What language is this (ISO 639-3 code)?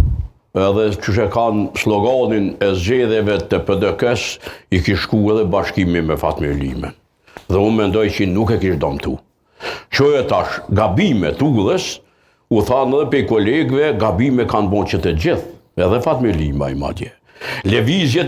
sqi